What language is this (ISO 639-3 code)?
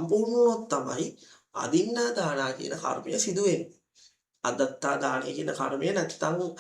sin